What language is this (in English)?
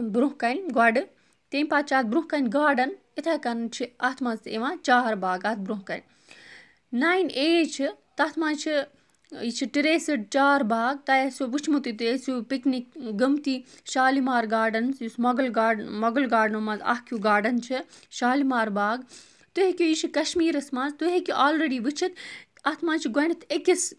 Kashmiri